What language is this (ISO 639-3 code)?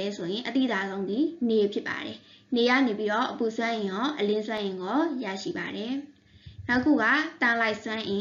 mya